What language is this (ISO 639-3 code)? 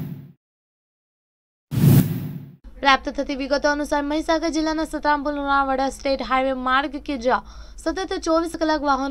guj